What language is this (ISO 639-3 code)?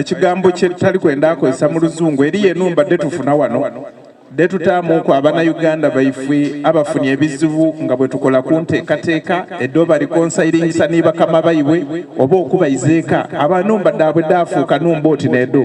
xog